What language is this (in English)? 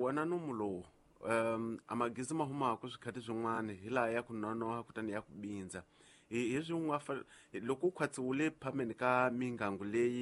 Tsonga